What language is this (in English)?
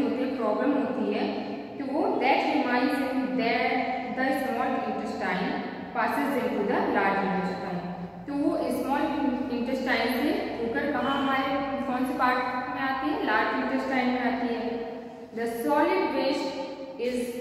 Hindi